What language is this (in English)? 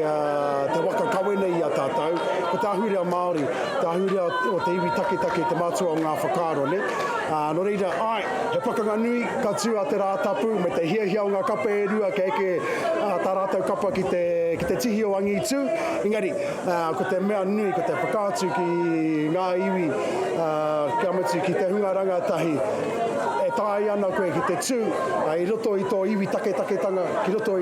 Māori